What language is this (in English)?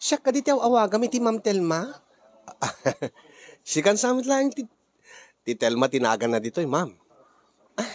Iloko